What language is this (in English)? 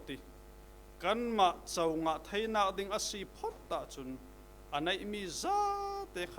Falam Chin